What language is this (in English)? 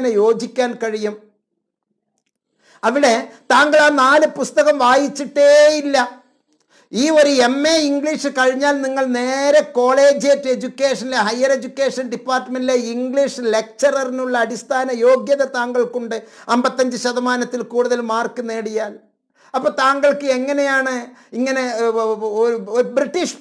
Malayalam